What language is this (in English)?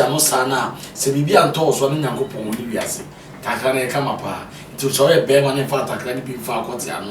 Akan